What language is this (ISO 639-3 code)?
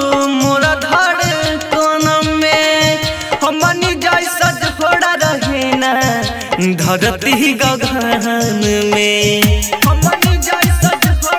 bho